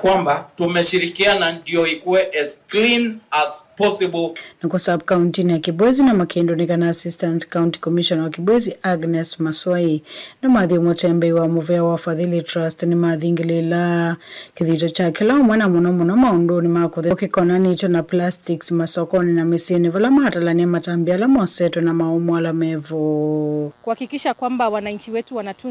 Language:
Kamba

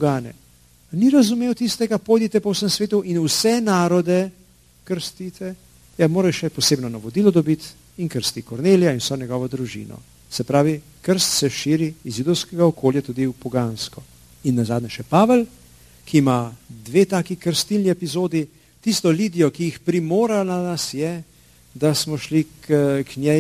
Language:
Slovenian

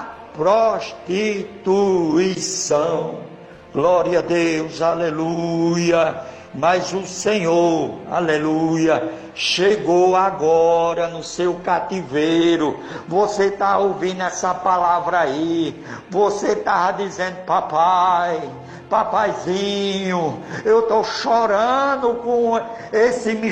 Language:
Portuguese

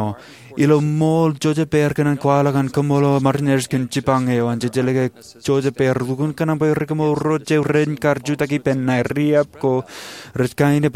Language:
Marshallese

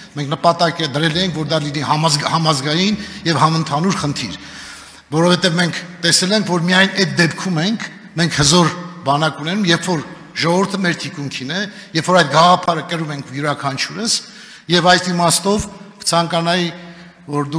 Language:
Armenian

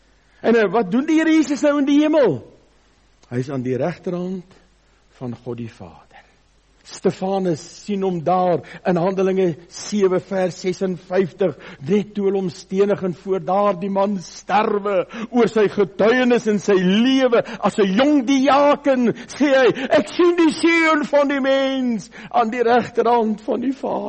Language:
Afrikaans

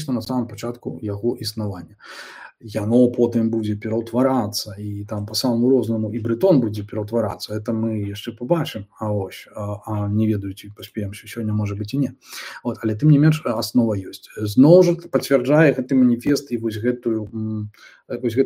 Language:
Belarusian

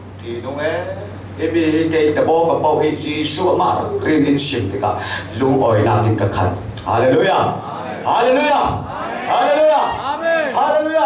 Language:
Falam Chin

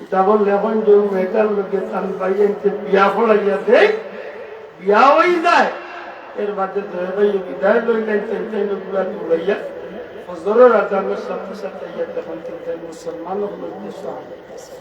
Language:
Sylheti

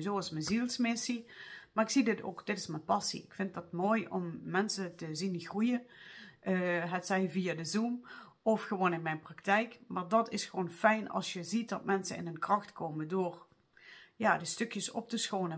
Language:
Dutch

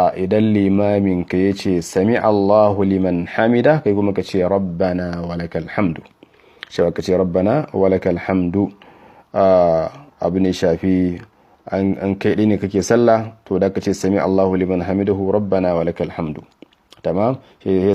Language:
Hausa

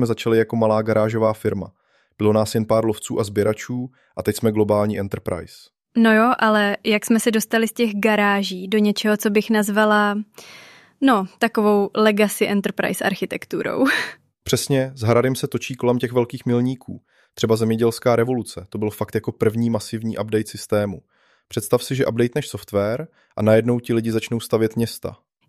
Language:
Czech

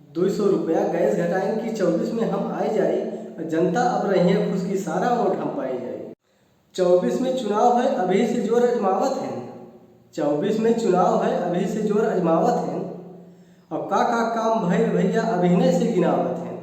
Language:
Awadhi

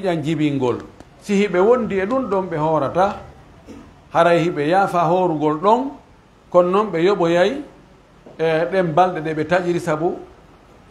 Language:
Pular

